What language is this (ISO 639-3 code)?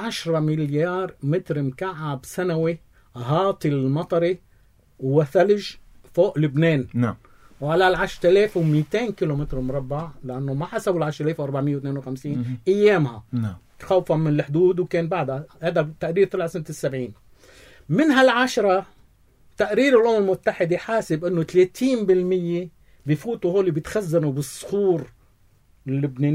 apc